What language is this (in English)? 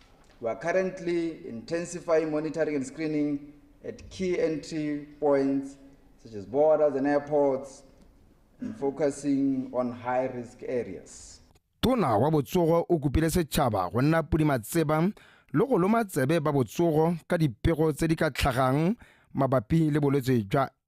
Tswana